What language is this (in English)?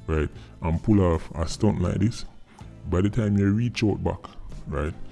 Jamaican Creole English